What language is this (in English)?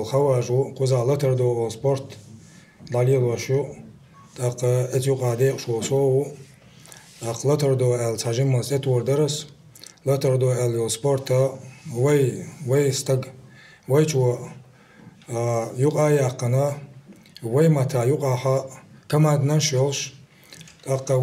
Chechen